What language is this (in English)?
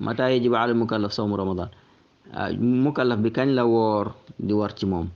Wolof